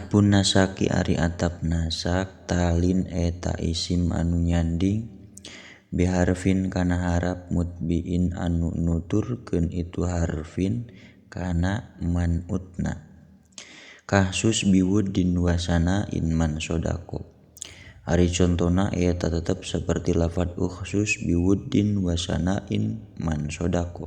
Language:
Sundanese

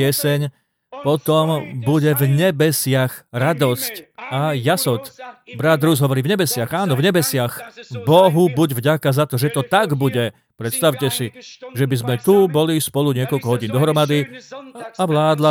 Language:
Slovak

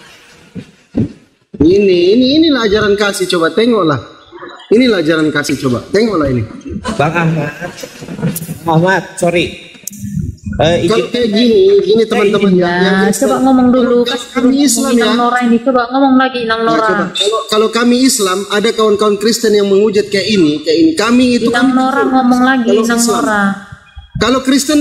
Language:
Indonesian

